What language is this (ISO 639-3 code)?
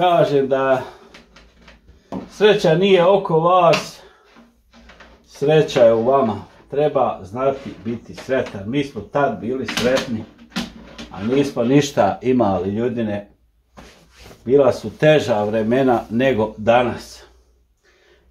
hrv